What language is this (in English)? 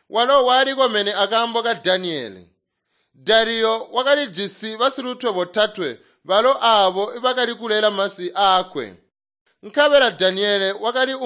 Tonga (Zambia)